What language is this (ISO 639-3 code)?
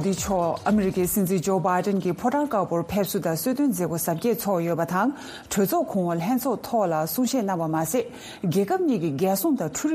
bod